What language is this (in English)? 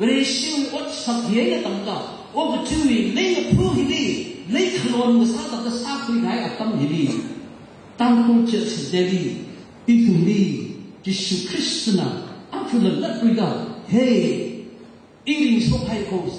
Tangkhul Naga (India)